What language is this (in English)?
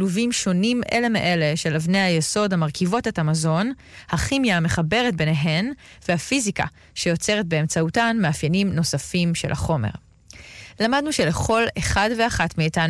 Hebrew